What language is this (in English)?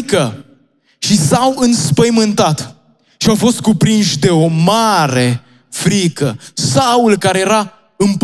Romanian